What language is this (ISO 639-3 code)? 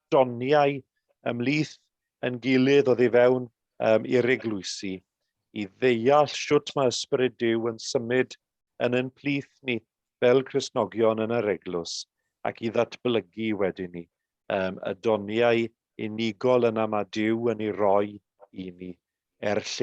cym